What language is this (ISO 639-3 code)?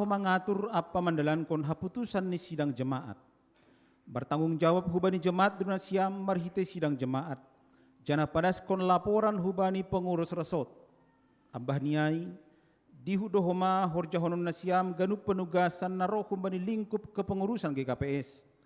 bts